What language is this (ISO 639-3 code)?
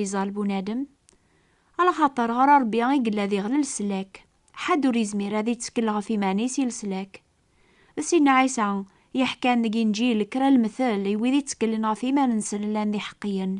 kab